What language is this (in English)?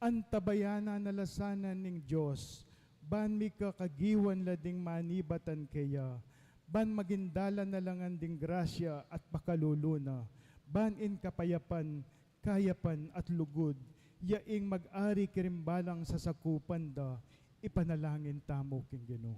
Pampanga